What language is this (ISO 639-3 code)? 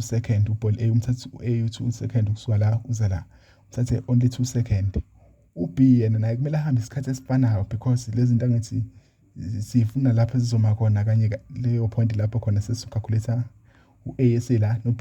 zul